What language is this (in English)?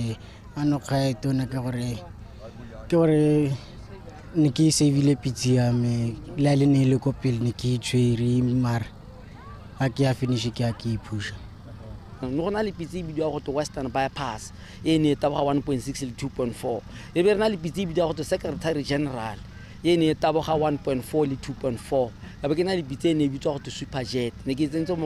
Tswana